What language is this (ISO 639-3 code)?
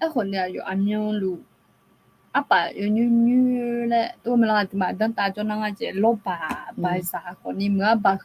ahk